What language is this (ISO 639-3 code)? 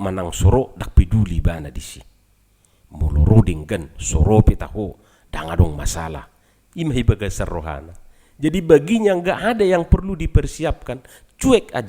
bbc